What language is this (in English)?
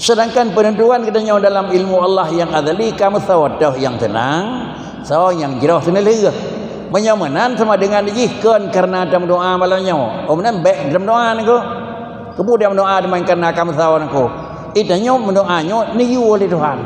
Achinese